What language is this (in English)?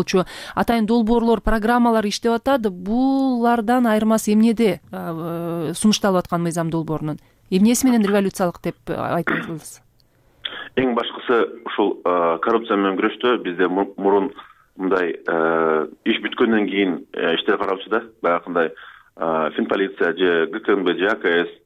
Kyrgyz